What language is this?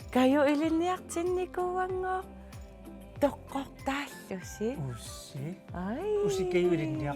Kalaallisut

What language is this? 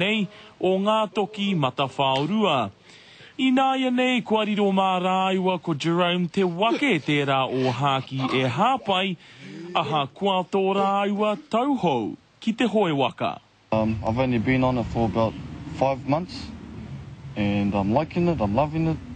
Māori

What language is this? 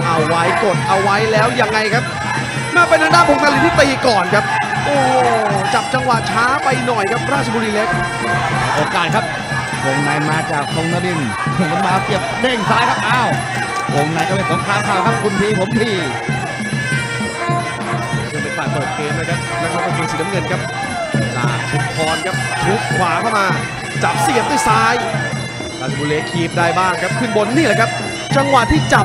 Thai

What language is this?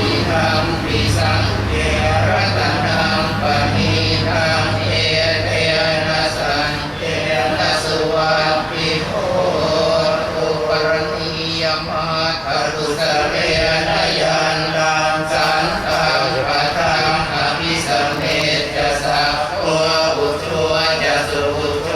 Pali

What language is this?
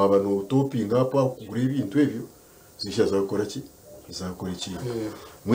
Nyankole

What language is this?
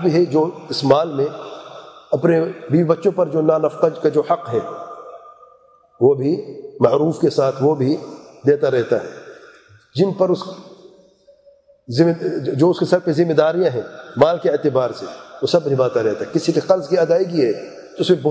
Urdu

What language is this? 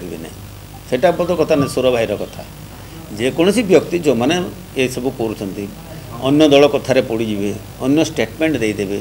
Odia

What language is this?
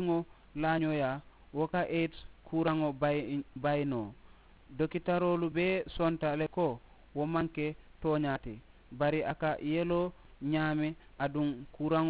Mandingo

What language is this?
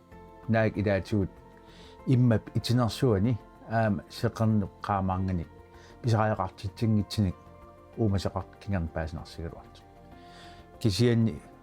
Kalaallisut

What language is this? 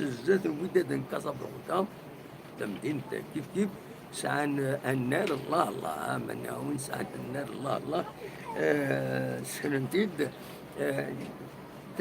Kabyle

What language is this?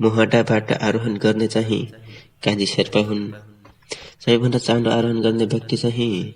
Nepali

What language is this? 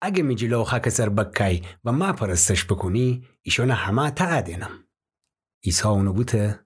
Gilaki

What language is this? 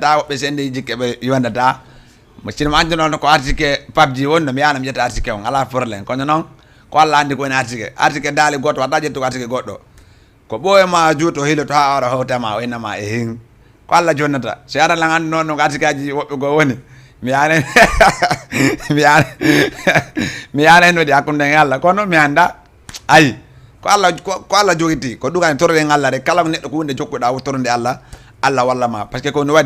Fula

